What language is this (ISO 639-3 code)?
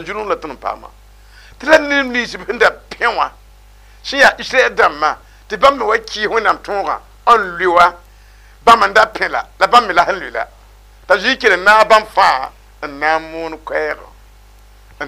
mos